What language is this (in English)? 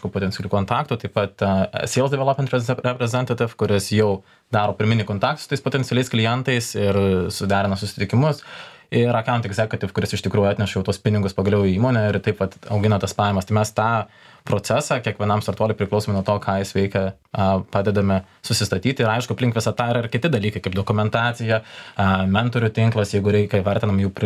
Lithuanian